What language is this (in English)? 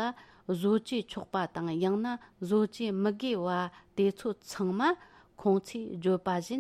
Tibetan